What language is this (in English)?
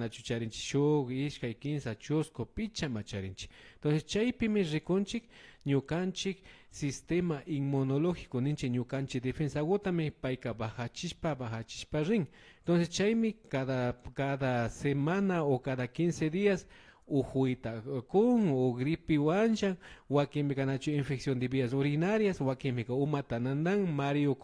Imbabura Highland Quichua